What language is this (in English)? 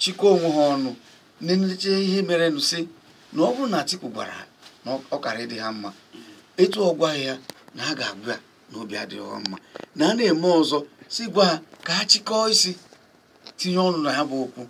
Igbo